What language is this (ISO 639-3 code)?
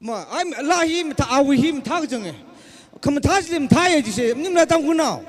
nmf